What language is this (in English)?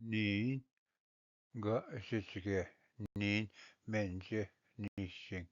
Ojibwa